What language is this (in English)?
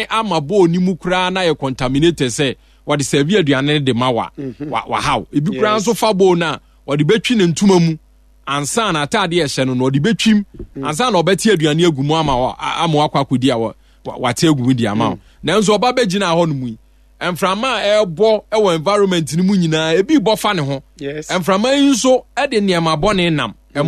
Akan